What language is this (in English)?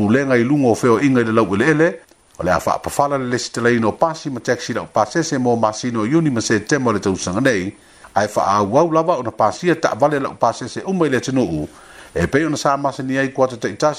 Samoan